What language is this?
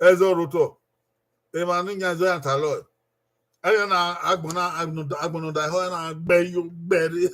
Bini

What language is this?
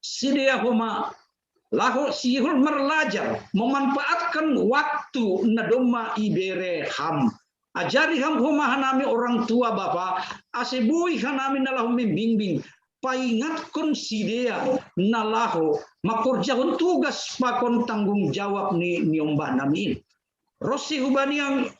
Batak Simalungun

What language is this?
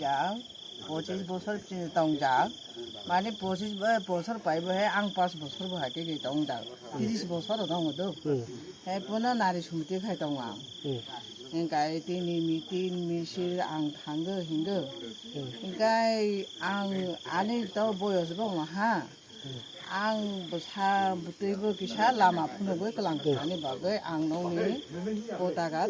Kok Borok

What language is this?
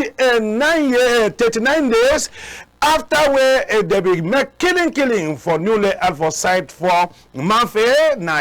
Cameroon Pidgin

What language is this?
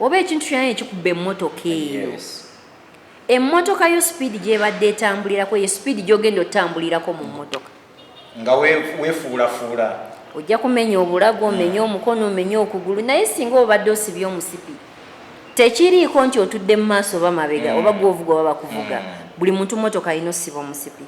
Ganda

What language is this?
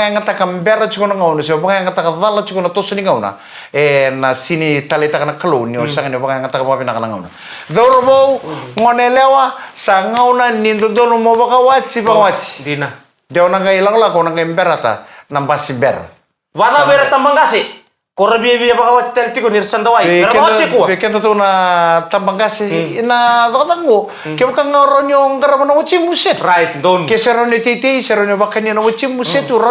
Fijian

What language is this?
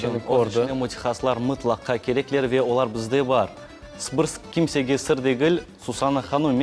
Crimean Tatar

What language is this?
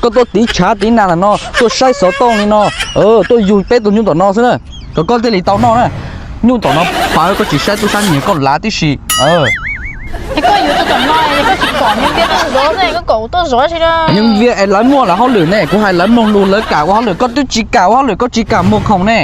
Hmong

